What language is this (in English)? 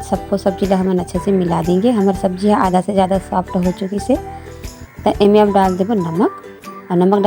Chhattisgarhi